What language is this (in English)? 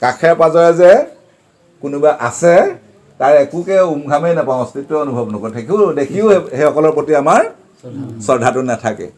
Assamese